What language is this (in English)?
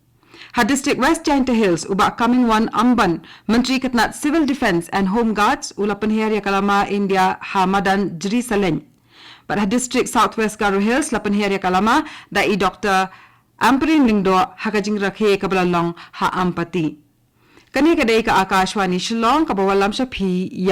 Khasi